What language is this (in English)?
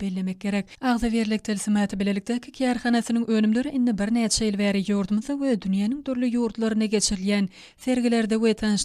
Turkmen